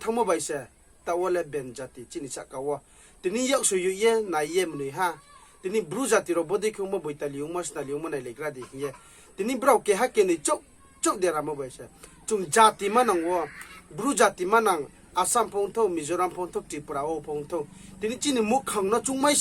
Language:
Riang (India)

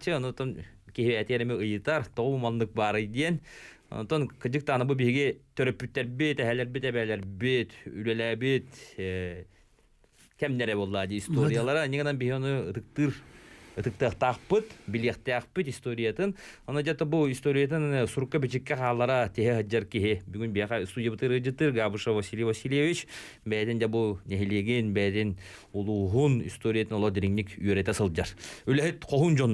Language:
Yakut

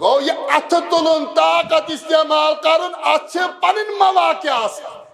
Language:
Kashmiri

